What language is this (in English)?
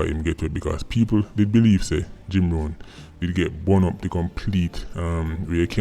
Jamaican Creole English